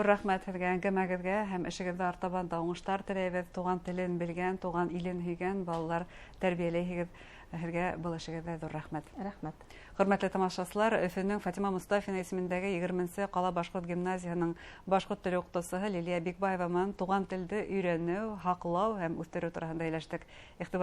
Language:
Bashkir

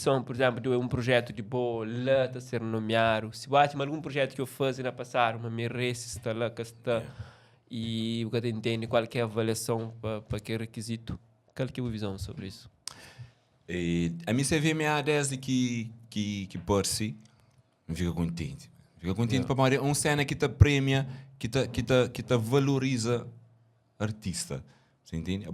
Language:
Kabuverdianu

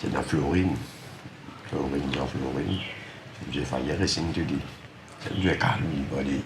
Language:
Morisyen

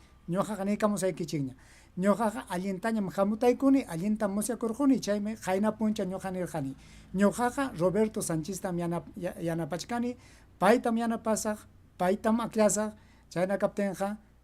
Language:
Ayacucho Quechua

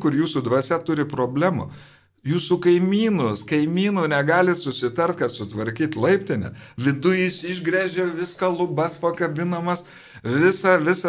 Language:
Lithuanian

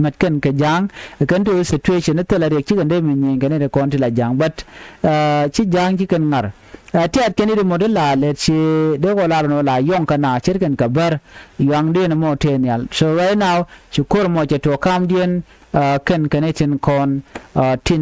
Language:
Nuer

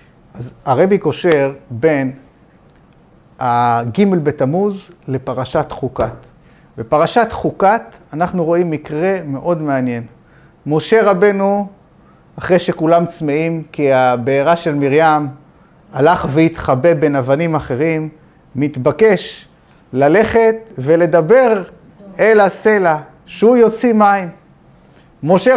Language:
Hebrew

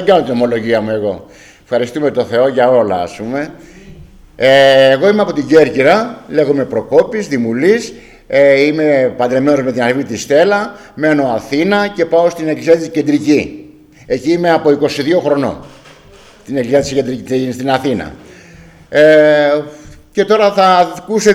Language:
Greek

